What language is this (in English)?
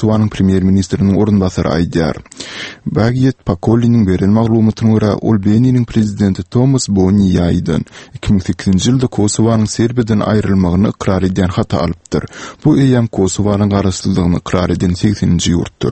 Turkmen